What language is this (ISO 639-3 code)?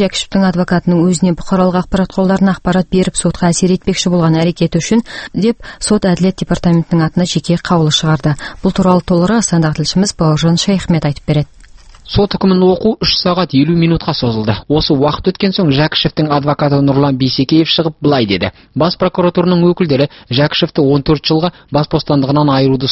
kaz